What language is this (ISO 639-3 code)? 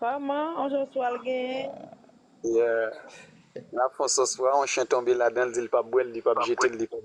hat